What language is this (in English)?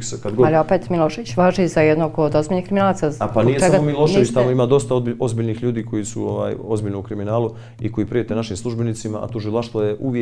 Bosnian